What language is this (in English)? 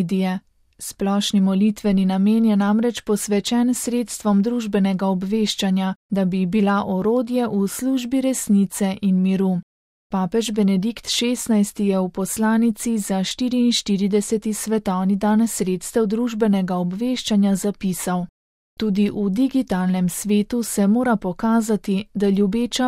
Slovenian